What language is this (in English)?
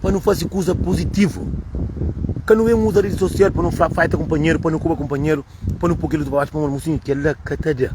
Kabuverdianu